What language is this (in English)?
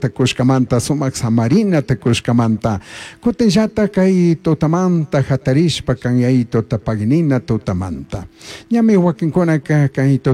Chimborazo Highland Quichua